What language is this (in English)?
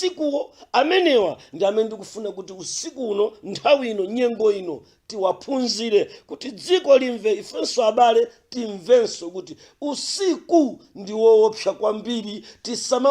Nyanja